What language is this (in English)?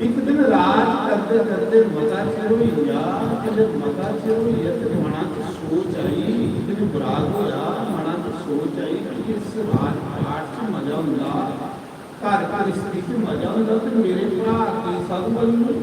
Dogri